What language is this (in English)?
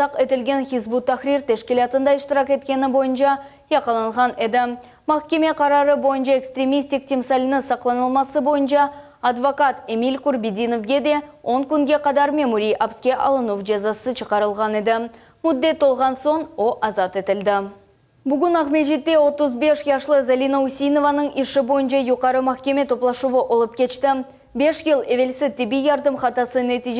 Crimean Tatar